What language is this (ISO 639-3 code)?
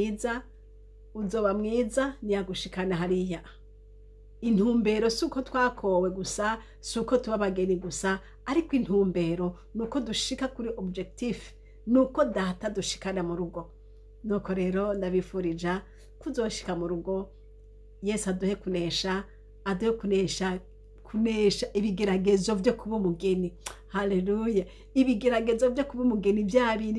run